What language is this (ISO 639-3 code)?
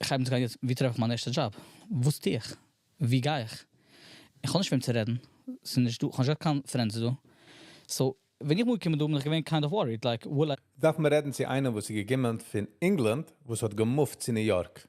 yid